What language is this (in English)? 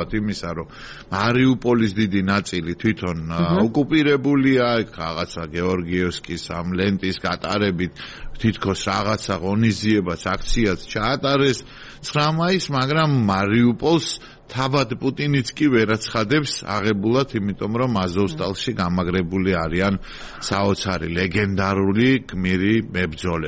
Georgian